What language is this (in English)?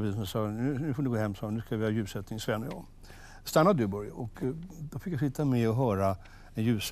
Swedish